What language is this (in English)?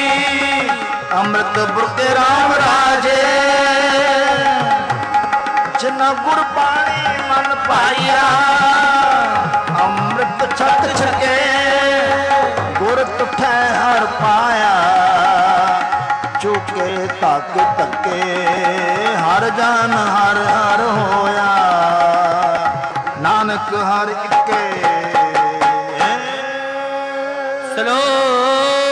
Punjabi